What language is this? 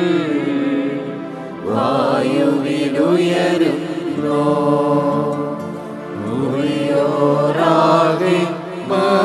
Malayalam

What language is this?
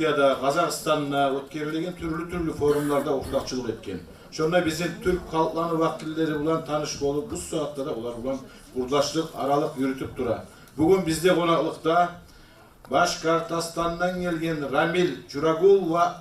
Kumyk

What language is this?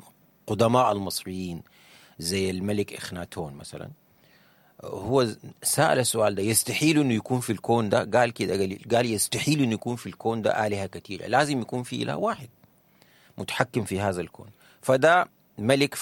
Sudanese Arabic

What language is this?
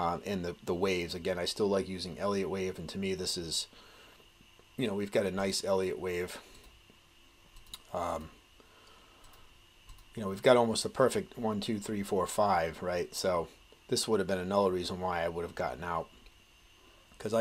English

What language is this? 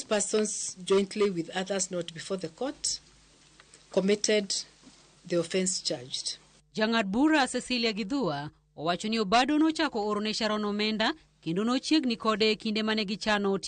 Luo (Kenya and Tanzania)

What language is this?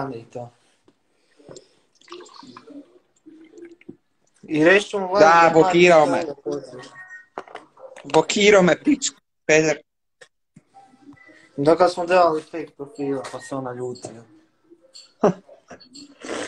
Croatian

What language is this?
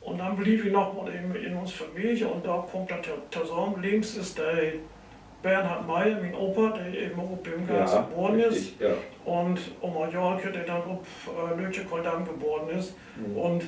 Low German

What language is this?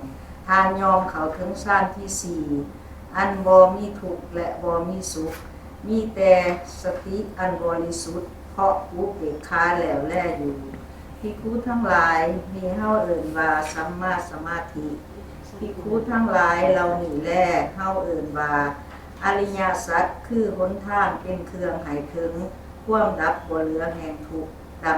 Northeastern Thai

